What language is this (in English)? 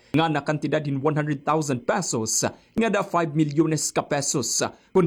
Waray